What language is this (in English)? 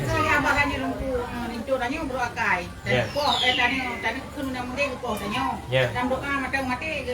Achinese